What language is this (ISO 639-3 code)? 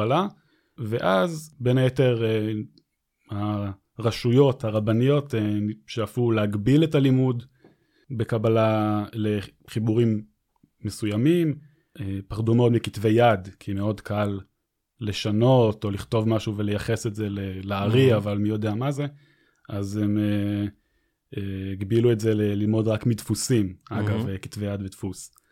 heb